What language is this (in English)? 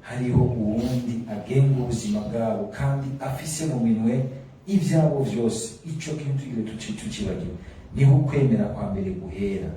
Rundi